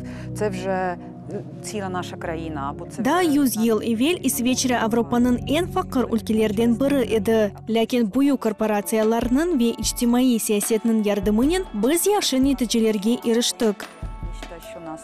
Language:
Crimean Tatar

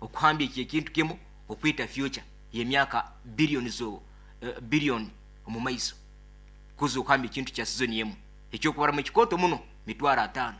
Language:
Nyoro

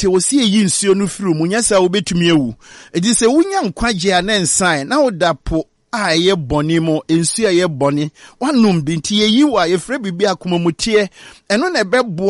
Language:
Akan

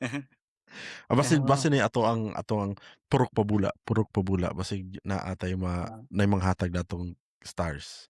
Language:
Cebuano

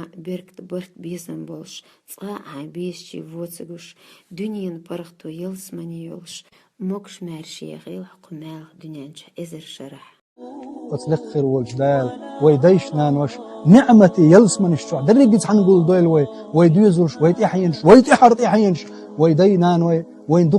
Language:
Chechen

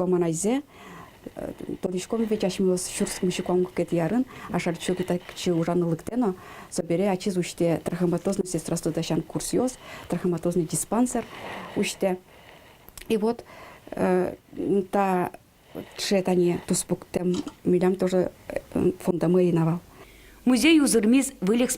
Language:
Udmurt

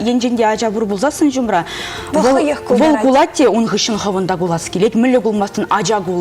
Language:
Chuvash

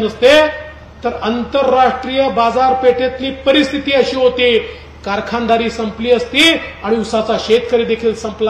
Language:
Marathi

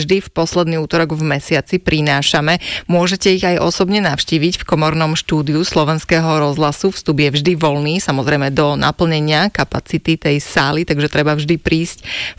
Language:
Slovak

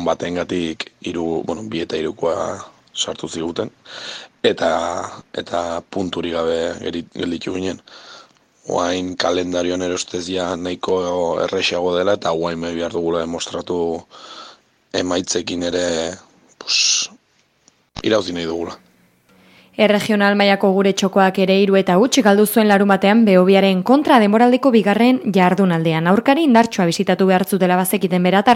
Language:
Basque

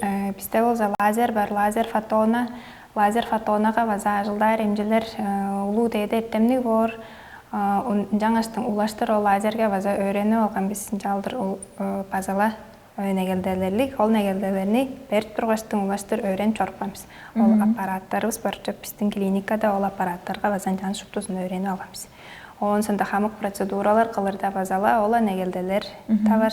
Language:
Tuvinian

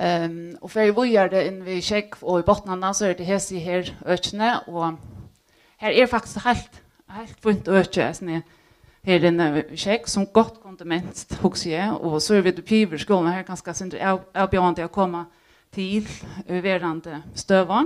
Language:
Faroese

